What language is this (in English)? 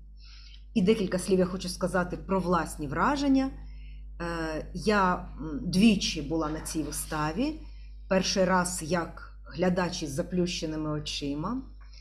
Ukrainian